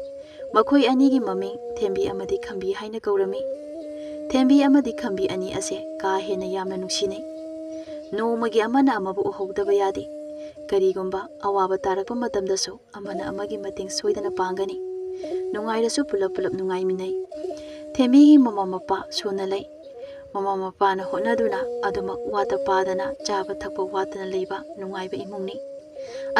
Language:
Manipuri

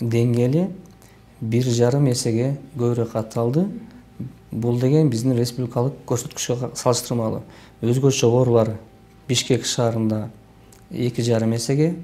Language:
Kyrgyz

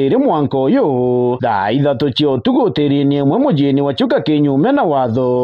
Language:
Meru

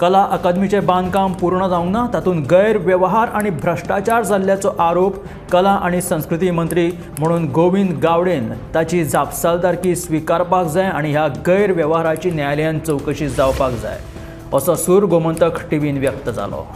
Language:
Konkani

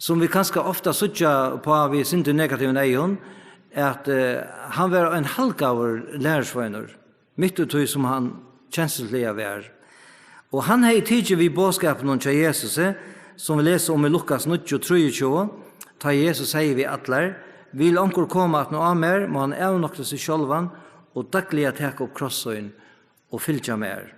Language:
Faroese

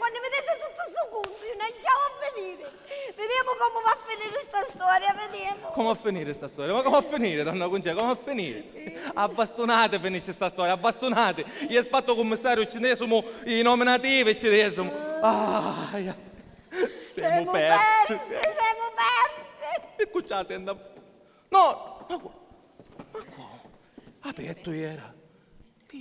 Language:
Sicilian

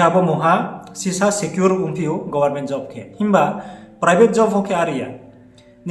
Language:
Riang (India)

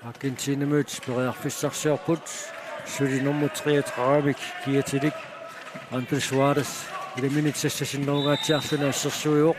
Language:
Kalaallisut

